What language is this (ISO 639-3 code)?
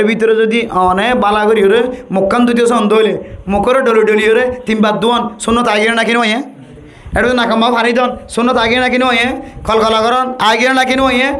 rhg